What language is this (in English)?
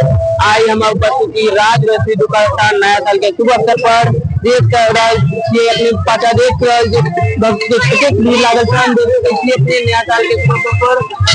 Maithili